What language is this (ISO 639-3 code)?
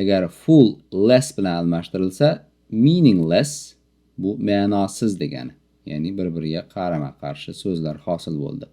uzb